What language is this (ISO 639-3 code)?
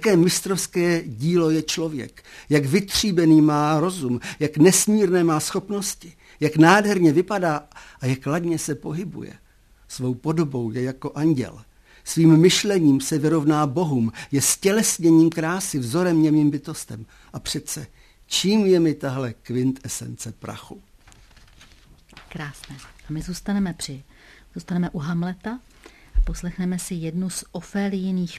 ces